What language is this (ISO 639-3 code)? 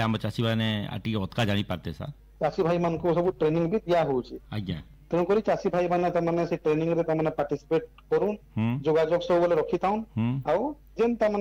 ori